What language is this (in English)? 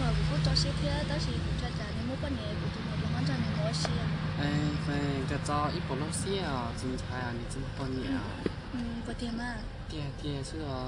Hmong